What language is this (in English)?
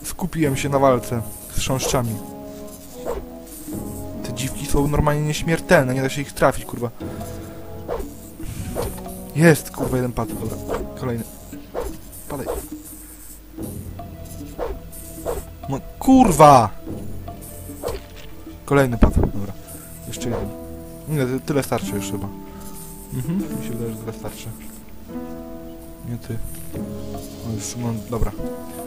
Polish